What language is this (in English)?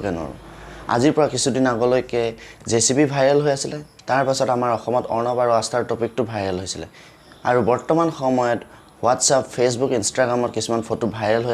Assamese